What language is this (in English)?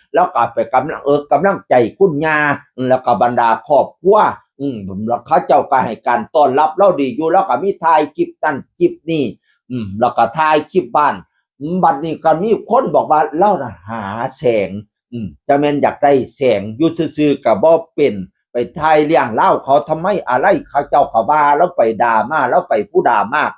Northeastern Thai